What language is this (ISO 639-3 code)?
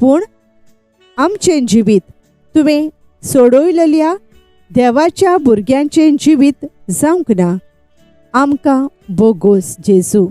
kok